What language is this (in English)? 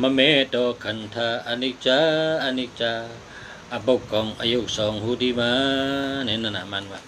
Shan